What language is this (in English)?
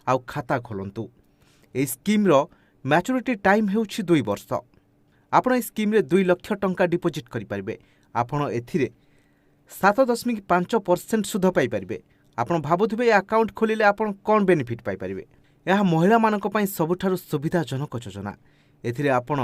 Odia